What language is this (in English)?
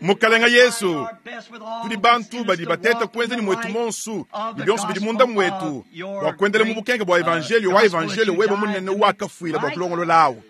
Luba-Lulua